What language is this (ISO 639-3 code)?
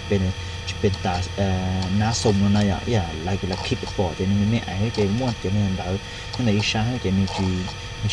hmn